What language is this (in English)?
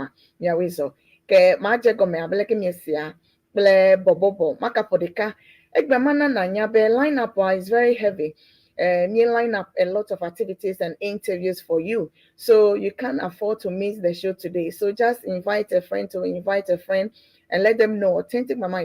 Ewe